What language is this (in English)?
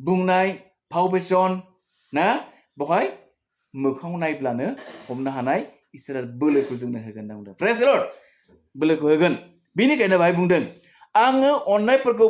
Bodo